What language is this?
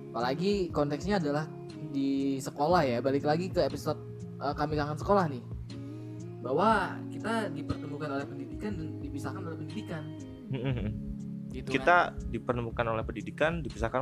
Indonesian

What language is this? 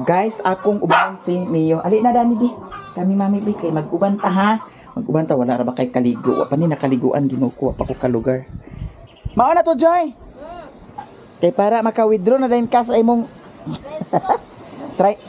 Cebuano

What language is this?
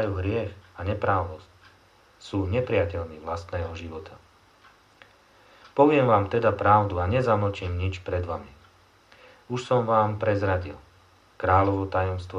Slovak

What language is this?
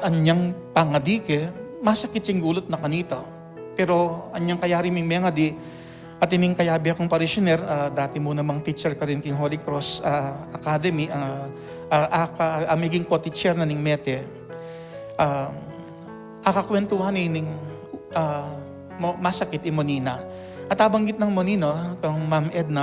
Pampanga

